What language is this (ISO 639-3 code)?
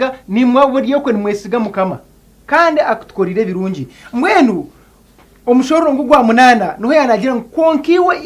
nyn